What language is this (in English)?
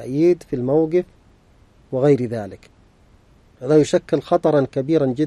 Arabic